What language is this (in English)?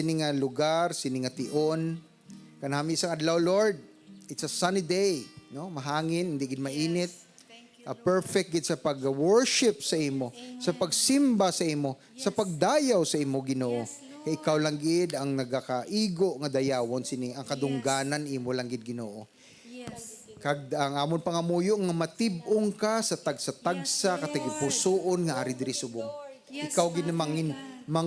Hiligaynon